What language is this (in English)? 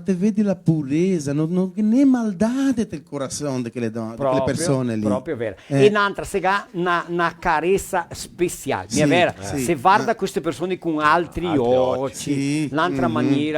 Venetian